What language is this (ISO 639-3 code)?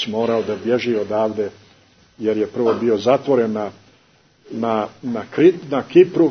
hrv